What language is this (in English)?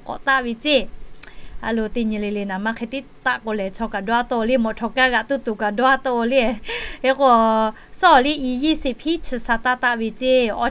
Lahu